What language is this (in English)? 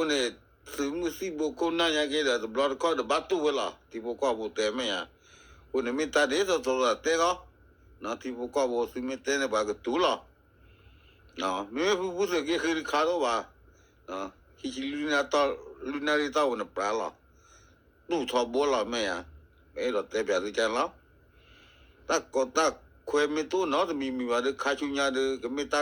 S'gaw Karen